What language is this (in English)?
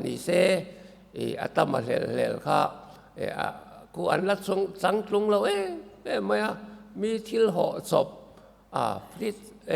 Mizo